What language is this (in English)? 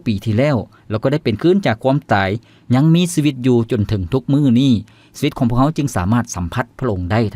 Lao